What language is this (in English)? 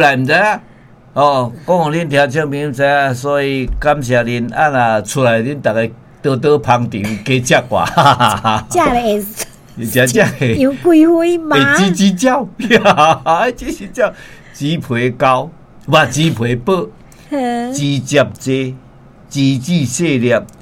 Min Nan Chinese